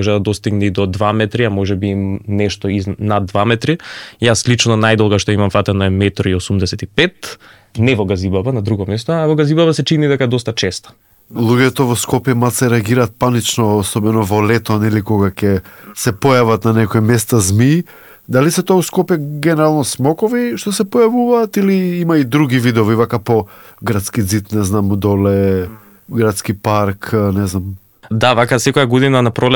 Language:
Macedonian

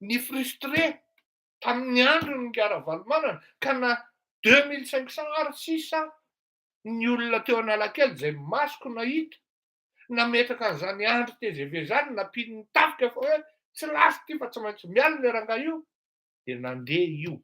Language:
Malagasy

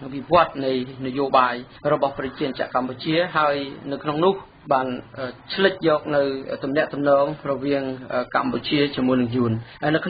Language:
Khmer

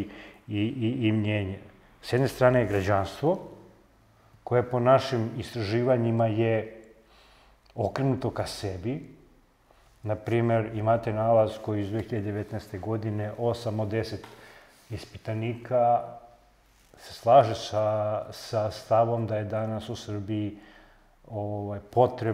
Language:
Serbian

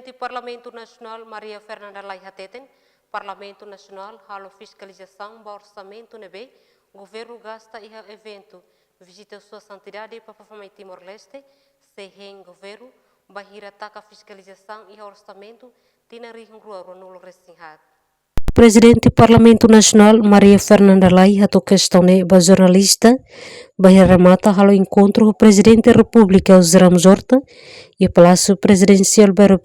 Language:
Tetum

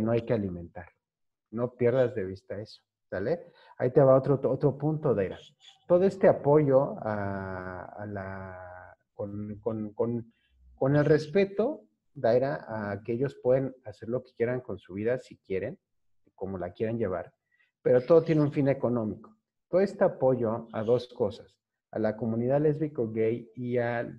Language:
Spanish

